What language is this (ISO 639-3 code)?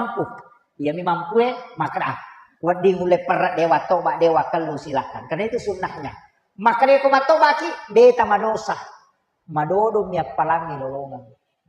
bug